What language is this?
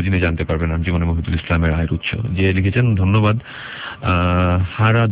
Bangla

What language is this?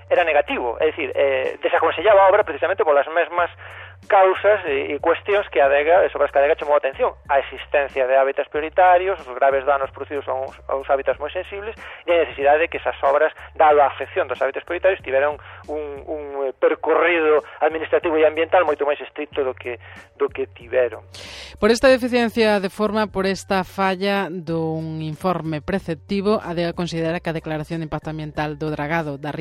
Galician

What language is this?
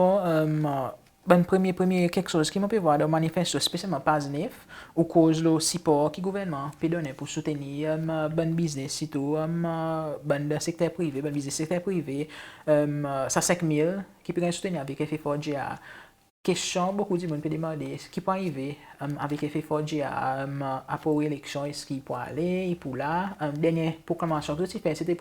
Seselwa Creole French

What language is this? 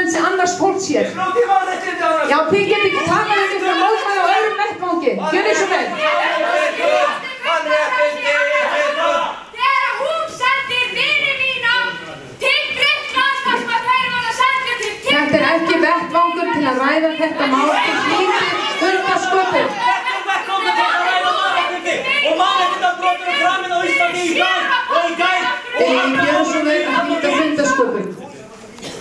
Icelandic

